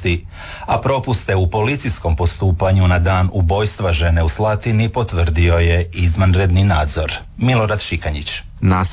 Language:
Croatian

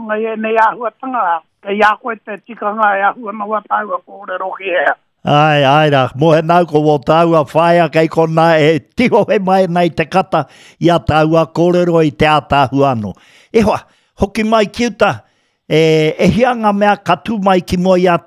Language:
Māori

